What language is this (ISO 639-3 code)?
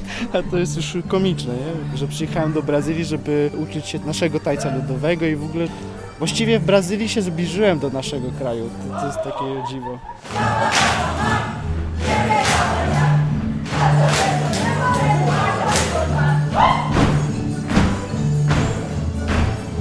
pol